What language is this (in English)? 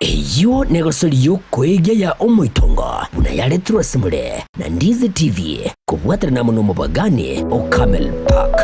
Gusii